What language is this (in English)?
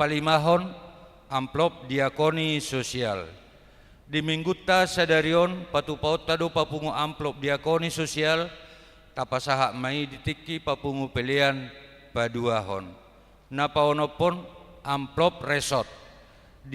Batak Toba